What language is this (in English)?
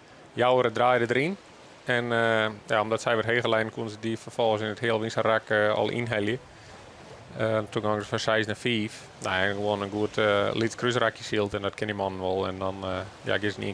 Western Frisian